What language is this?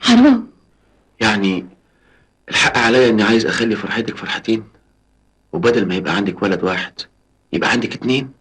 Egyptian Arabic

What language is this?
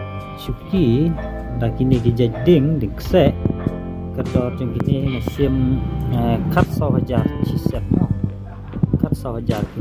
Khasi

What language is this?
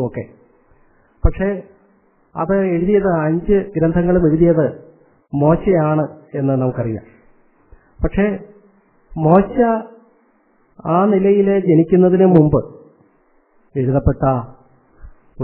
Malayalam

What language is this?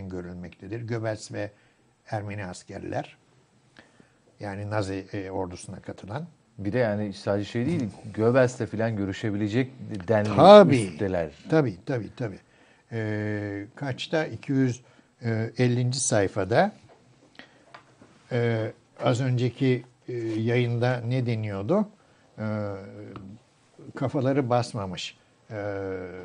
Turkish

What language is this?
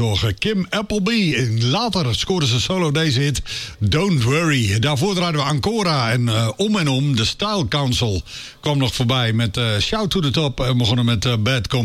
Dutch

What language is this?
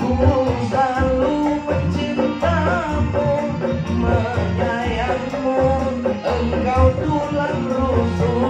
Indonesian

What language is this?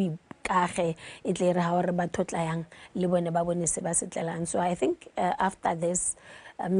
Tswana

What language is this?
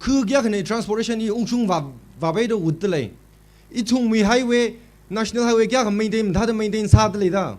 Tangkhul Naga (India)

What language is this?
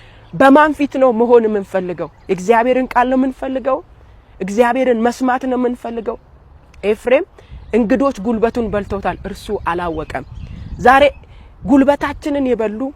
Amharic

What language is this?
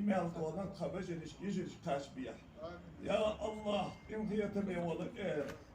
Ingush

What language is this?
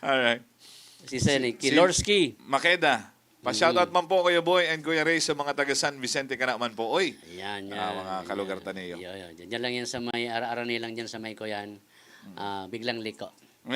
Bikol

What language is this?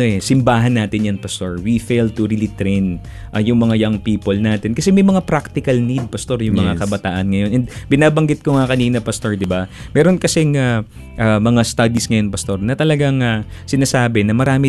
Filipino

